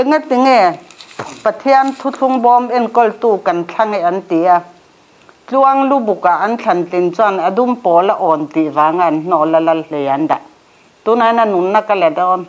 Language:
Mizo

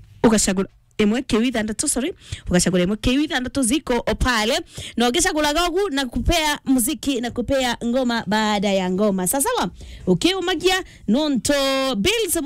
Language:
Meru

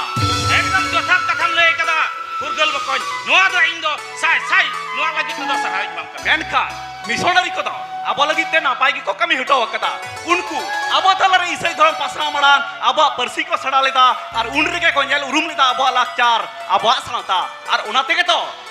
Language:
Santali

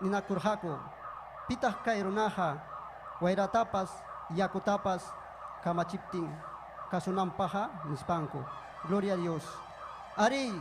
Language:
Ayacucho Quechua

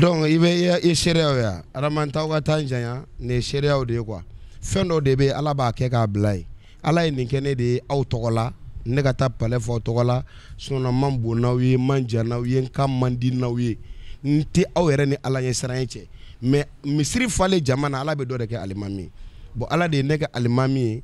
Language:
Bambara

